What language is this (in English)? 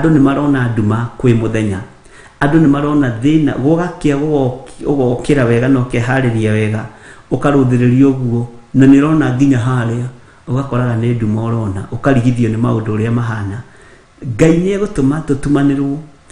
Kikuyu